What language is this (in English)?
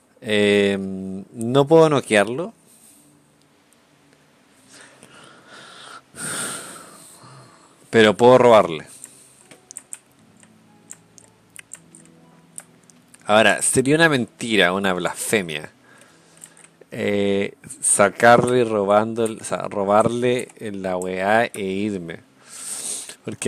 Spanish